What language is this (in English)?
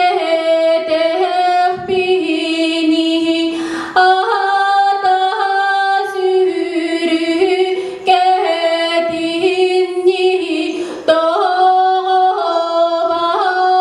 Yakut